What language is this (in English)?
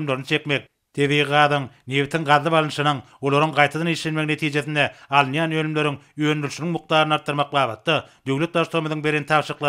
Turkmen